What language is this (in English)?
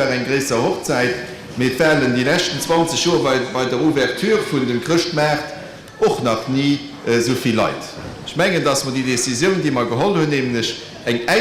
Luxembourgish